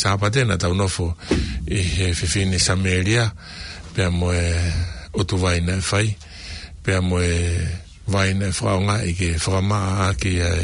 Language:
Tongan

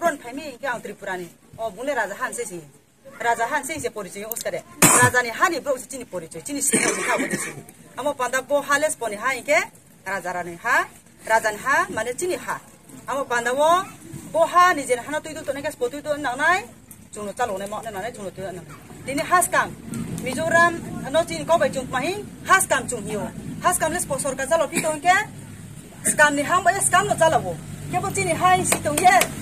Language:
Riang (India)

